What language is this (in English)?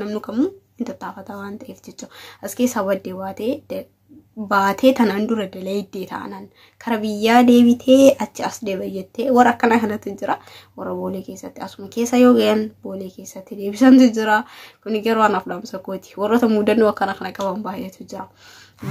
Oromo